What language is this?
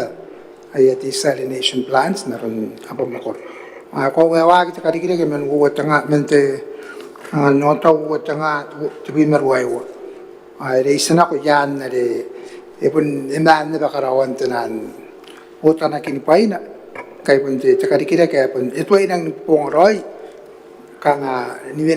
Gilbertese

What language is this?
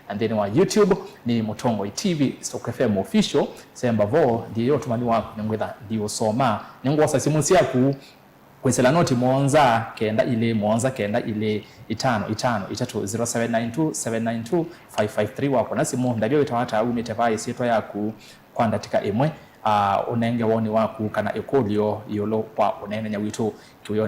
Kamba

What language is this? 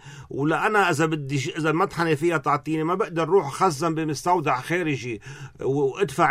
North Levantine Arabic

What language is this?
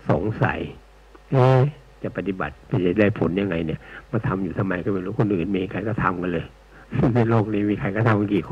Thai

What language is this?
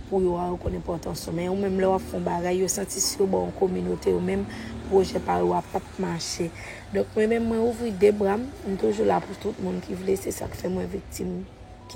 Haitian Creole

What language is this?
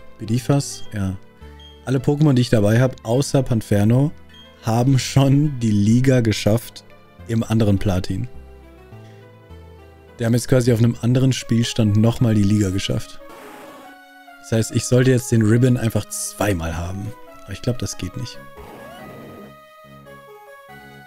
German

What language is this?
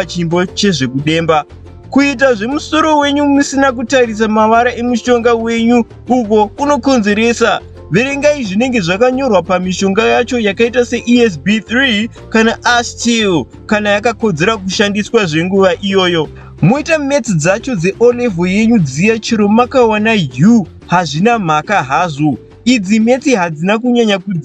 Shona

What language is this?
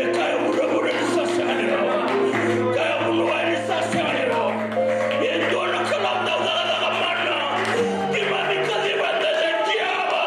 Fijian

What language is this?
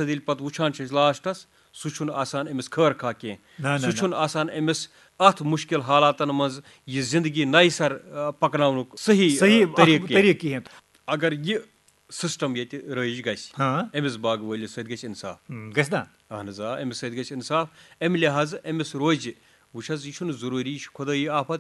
Kashmiri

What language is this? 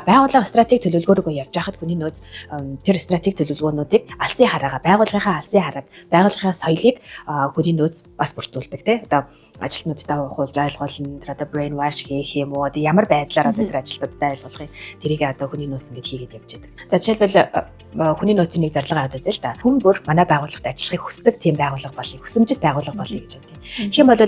Mongolian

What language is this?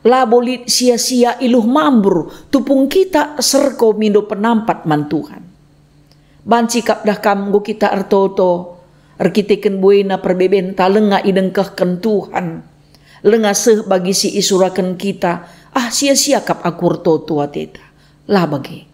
Batak Karo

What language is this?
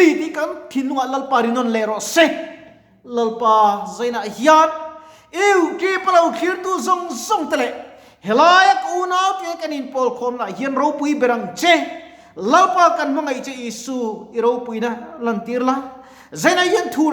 Mizo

